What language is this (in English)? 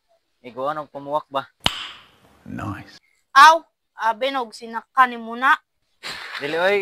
Cebuano